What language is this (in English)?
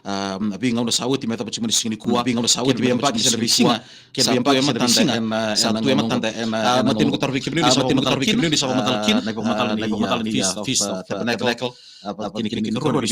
Fijian